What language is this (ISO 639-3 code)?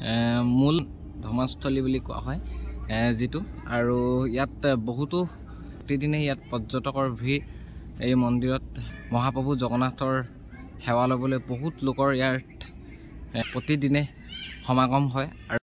asm